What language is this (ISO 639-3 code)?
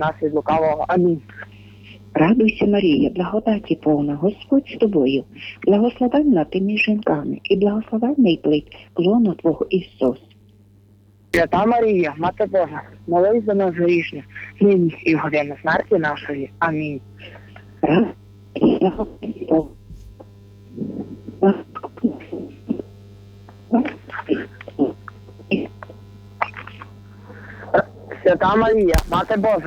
ukr